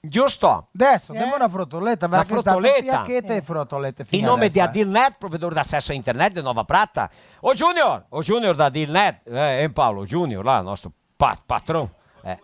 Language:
Venetian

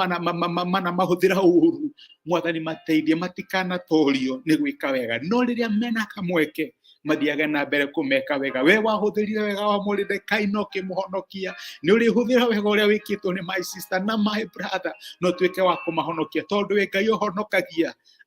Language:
Kikuyu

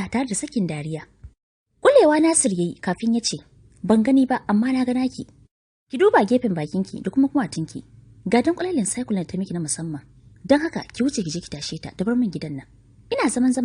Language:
Hausa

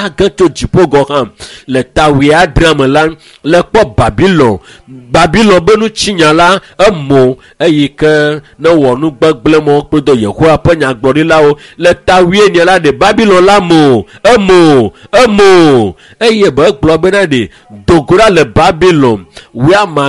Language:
Ewe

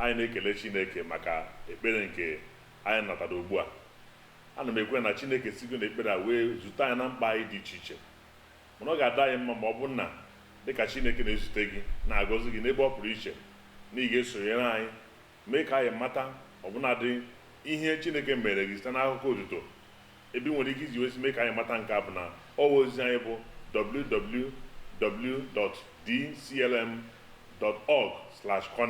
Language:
Igbo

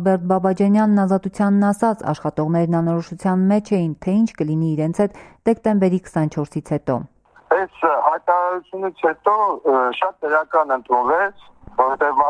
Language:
Armenian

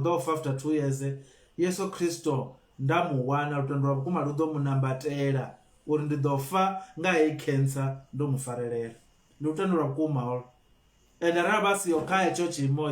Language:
Venda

